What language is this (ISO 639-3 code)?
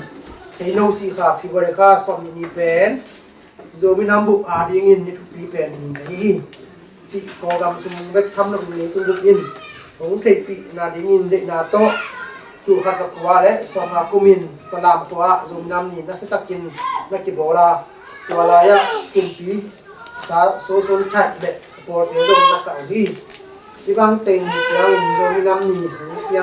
ctd